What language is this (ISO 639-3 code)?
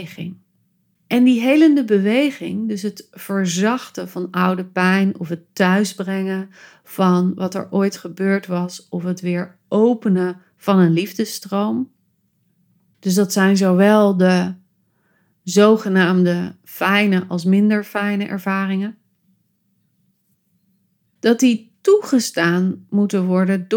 nld